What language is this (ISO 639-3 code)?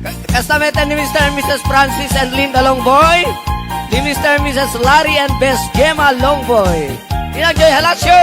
ilo